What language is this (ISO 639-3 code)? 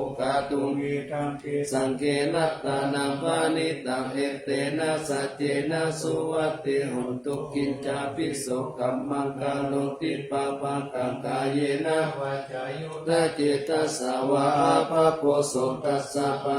pli